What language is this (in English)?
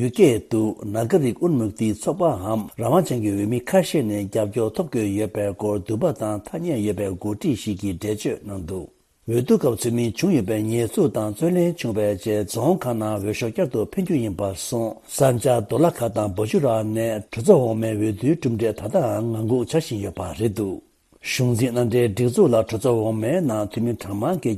Tibetan